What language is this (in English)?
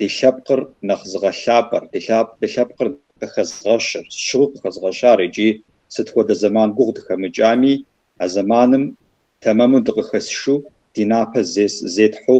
Kabardian